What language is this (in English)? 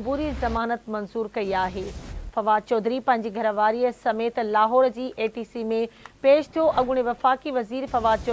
Sindhi